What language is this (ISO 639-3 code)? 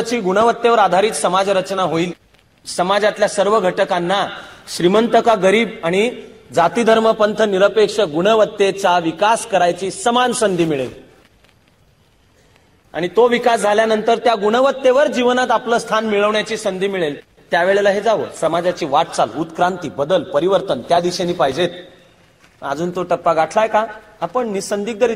mar